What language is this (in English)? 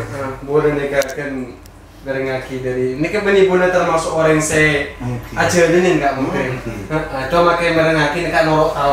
Madurese